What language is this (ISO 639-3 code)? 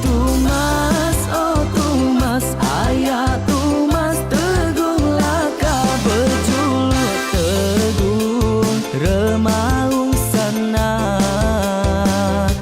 iba